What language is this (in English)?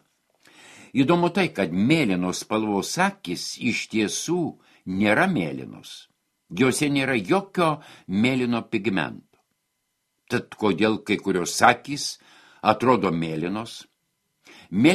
Lithuanian